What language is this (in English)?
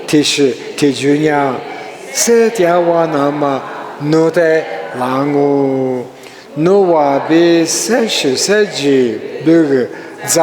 Lisu